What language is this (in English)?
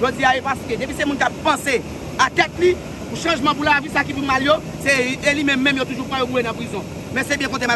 Haitian Creole